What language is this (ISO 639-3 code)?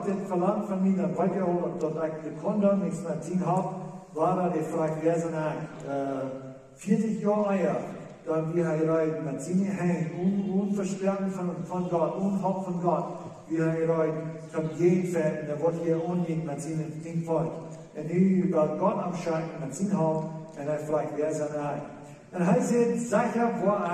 pdt